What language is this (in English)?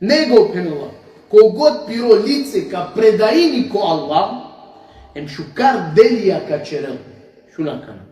Balkan Romani